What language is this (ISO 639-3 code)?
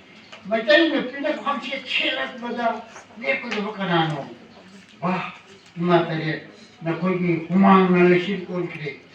mni